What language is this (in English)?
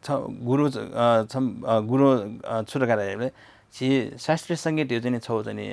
Newari